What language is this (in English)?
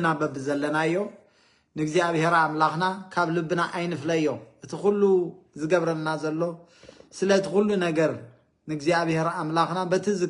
Tigrinya